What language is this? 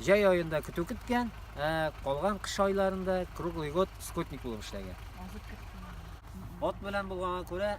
Tatar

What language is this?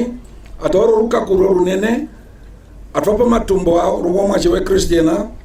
Herero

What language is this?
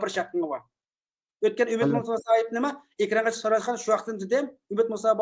Uyghur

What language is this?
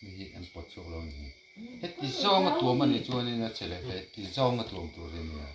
Mizo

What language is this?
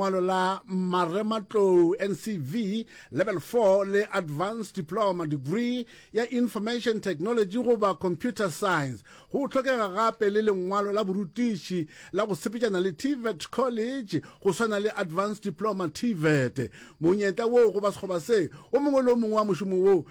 Northern Sotho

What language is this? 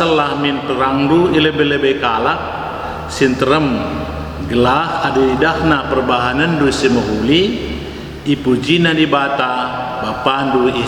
Batak Karo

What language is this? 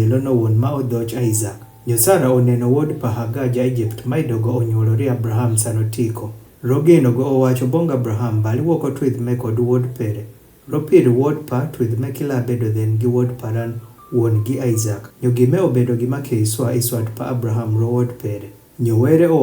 Adhola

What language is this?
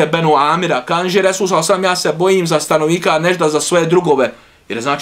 Bosnian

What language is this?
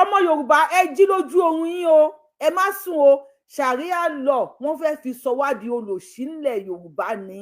Yoruba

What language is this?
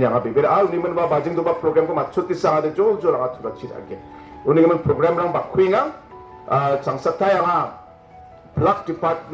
Garo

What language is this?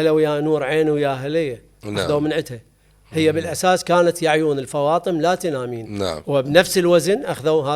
Mesopotamian Arabic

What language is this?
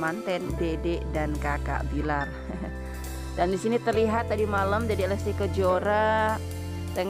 Indonesian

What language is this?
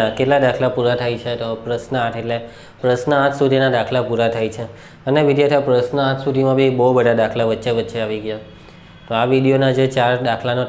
Gujarati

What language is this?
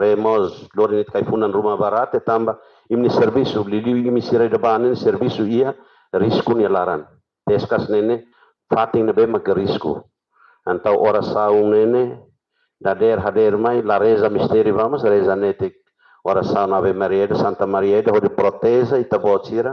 Tetum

